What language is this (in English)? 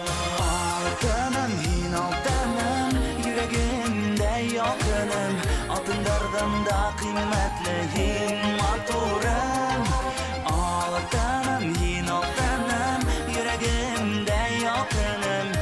Bashkir